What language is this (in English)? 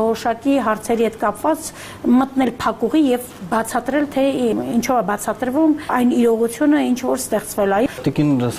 Armenian